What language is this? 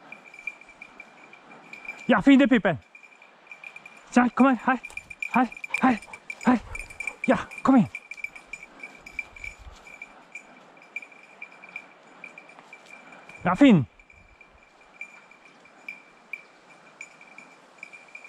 Norwegian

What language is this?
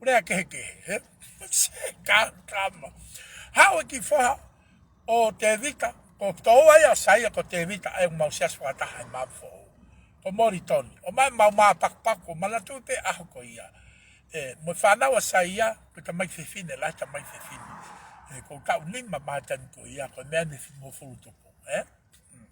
Tongan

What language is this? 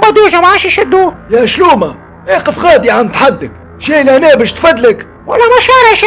Tunisian Arabic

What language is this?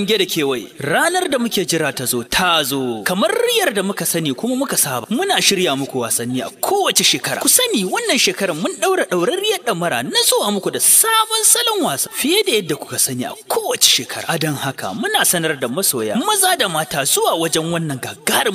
Hausa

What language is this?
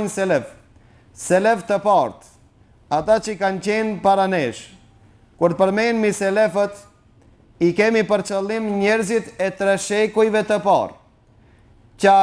Albanian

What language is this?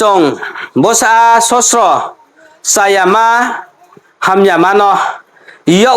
Riang (India)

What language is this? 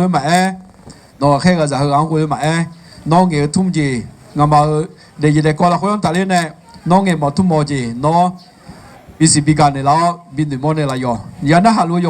Akha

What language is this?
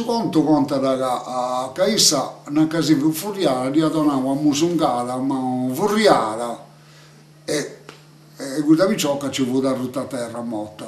Sardinian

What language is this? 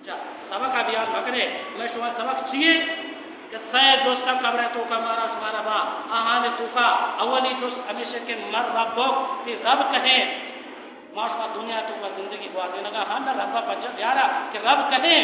Baluchi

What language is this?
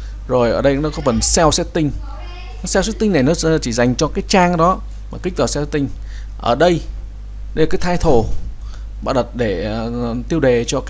Vietnamese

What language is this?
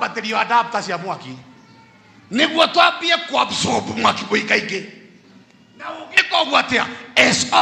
Kikuyu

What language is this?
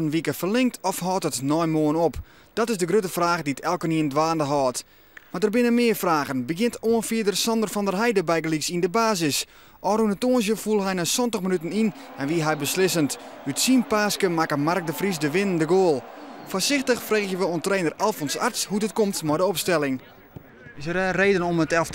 Western Frisian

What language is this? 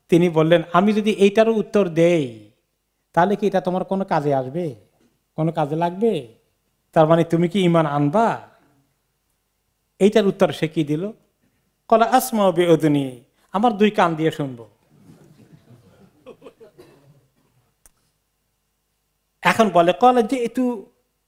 Bangla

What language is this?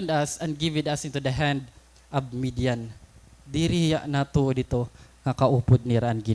Waray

